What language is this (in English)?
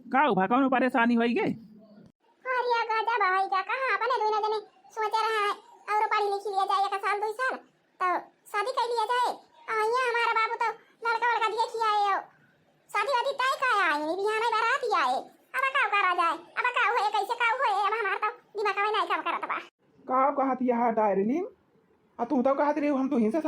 Awadhi